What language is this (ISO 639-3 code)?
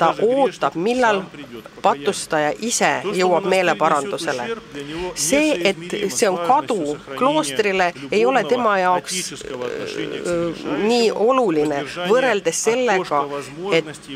est